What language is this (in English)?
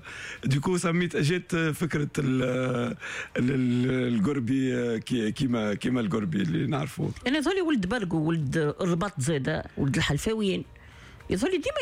Tunisian Arabic